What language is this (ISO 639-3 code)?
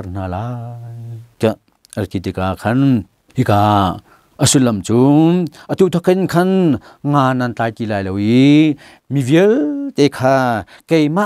cnh